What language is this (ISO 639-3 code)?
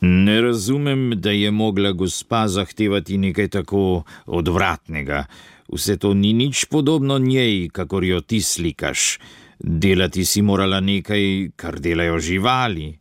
slv